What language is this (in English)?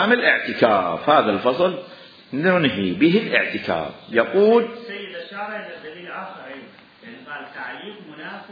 Mesopotamian Arabic